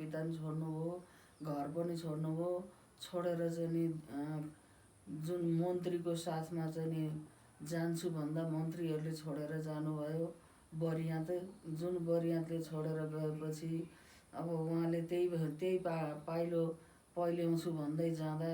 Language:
Nepali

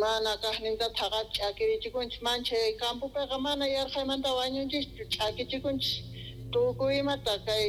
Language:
South Bolivian Quechua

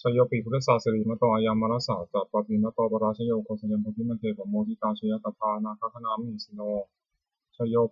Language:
Pali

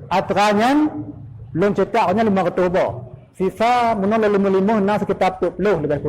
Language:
Achinese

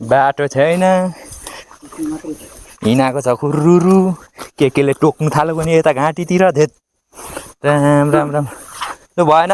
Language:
Nepali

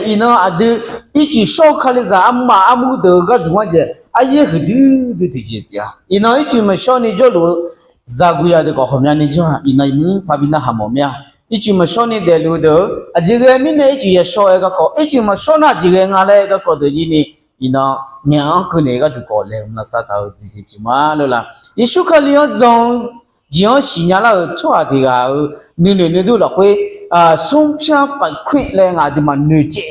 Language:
Akha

